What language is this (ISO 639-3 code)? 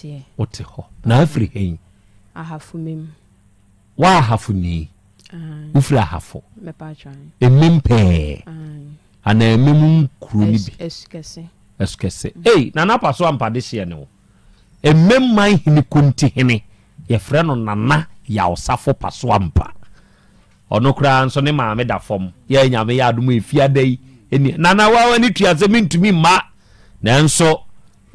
aka